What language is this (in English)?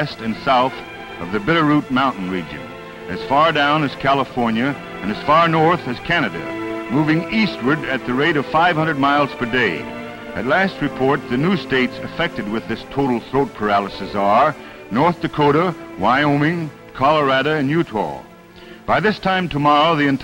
English